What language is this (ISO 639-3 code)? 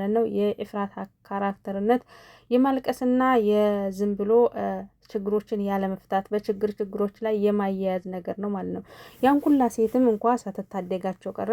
amh